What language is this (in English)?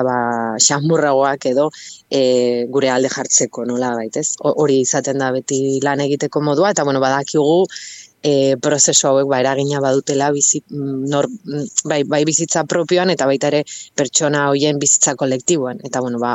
Basque